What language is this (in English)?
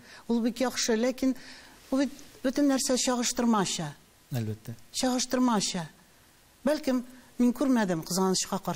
Tatar